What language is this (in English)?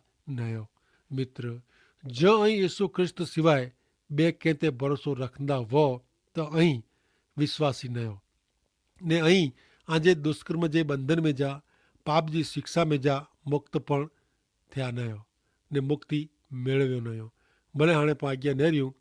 Kachhi